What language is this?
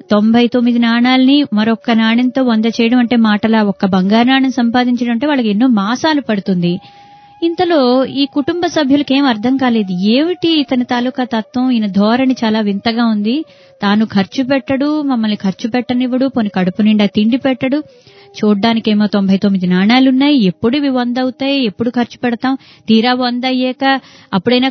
Telugu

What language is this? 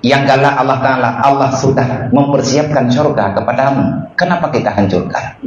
Achinese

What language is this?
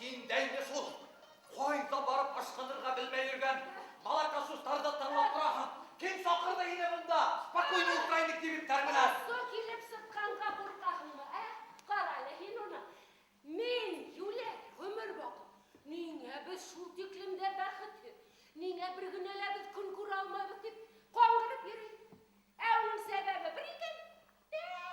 Bashkir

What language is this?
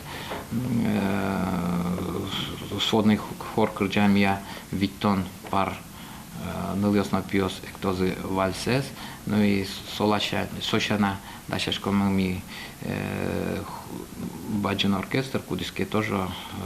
Udmurt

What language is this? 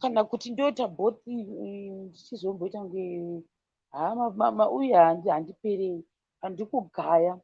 Shona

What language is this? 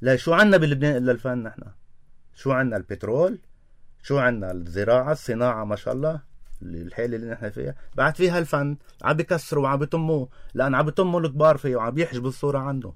North Levantine Arabic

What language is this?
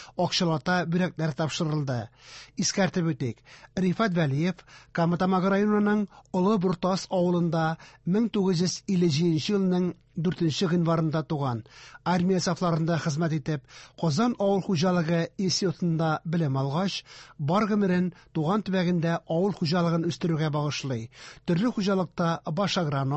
Tatar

